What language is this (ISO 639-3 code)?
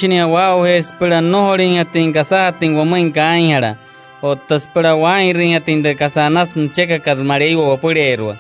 guc